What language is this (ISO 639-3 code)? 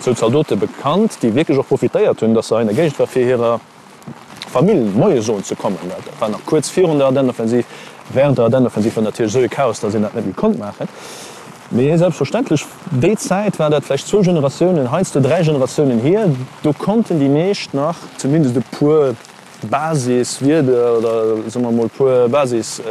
ltz